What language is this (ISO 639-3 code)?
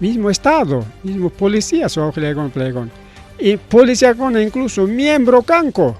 quy